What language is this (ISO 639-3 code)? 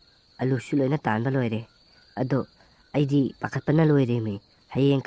mni